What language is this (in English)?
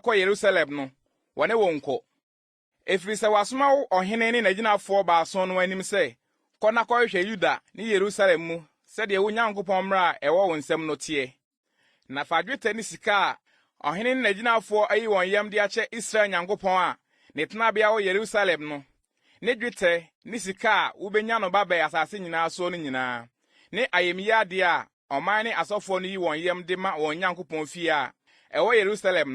Akan